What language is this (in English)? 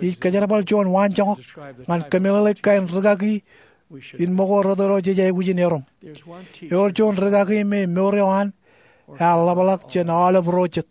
Marshallese